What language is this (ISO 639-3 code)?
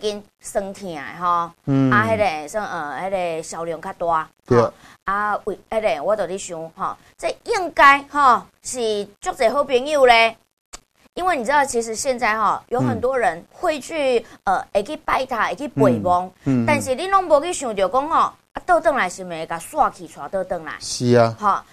nan